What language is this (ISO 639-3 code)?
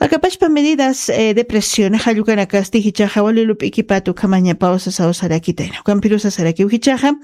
aym